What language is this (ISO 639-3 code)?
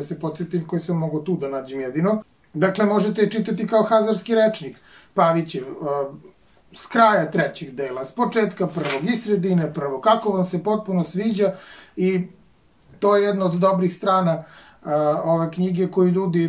srp